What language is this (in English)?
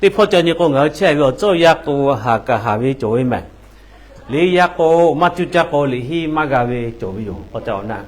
Lahu